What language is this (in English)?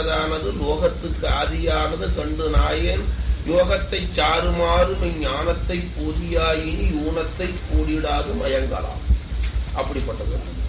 Tamil